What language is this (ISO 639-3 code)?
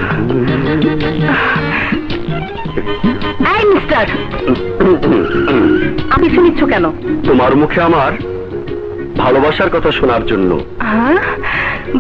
ben